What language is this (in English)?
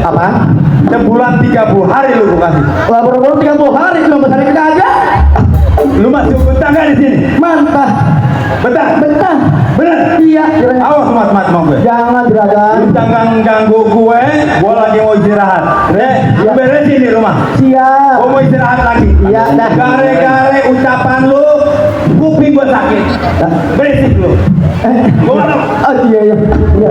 Betawi